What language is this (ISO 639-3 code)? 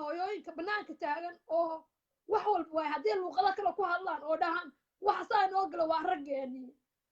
som